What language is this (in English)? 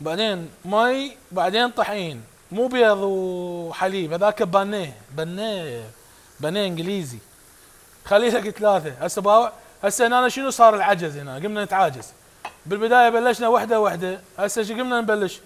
Mesopotamian Arabic